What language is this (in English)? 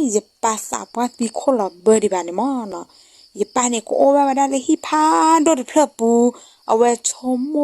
S'gaw Karen